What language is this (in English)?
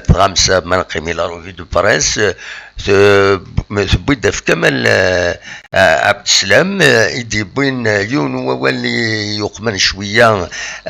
Kabyle